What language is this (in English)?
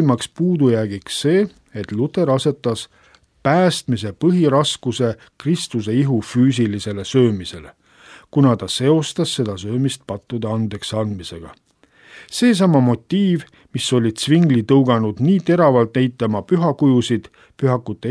Estonian